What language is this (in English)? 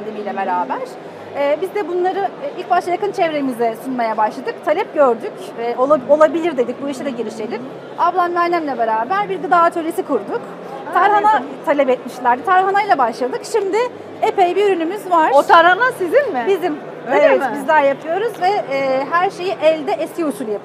Turkish